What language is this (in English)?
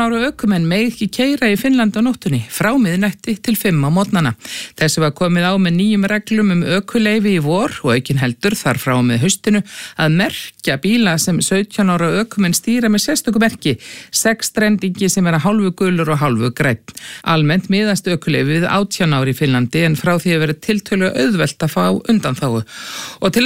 Icelandic